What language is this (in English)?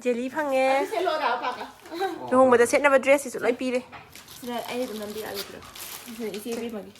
Manipuri